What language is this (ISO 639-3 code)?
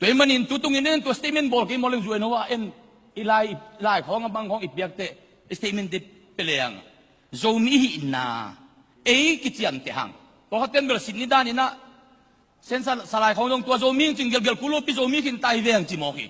ctd